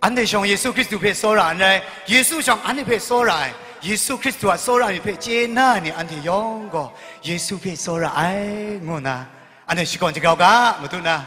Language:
Kachin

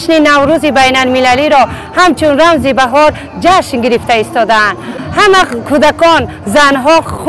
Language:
Tajik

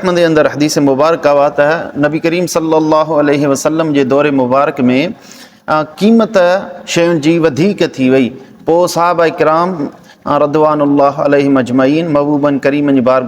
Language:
Sindhi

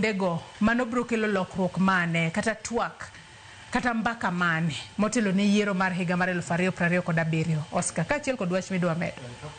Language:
Luo (Kenya and Tanzania)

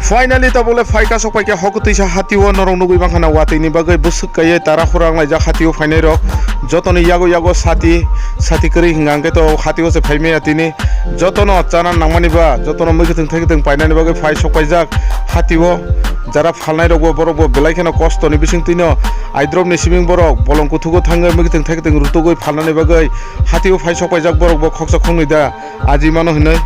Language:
Kok Borok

